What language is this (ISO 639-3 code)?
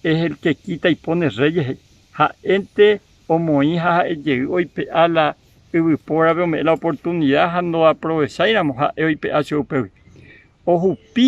grn